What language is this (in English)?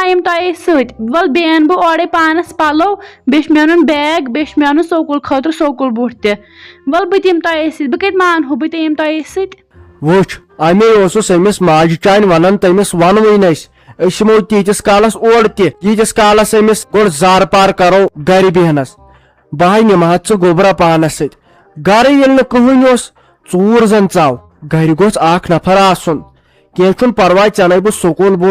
Kashmiri